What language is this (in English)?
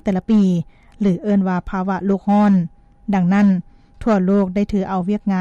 Lao